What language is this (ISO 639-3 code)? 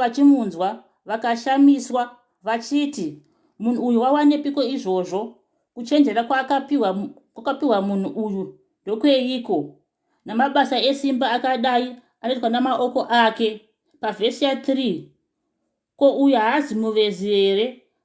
sna